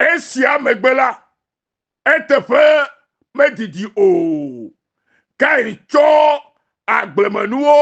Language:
Ewe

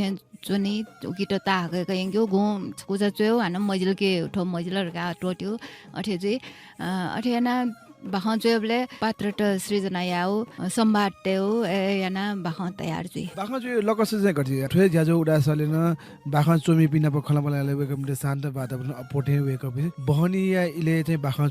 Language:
Newari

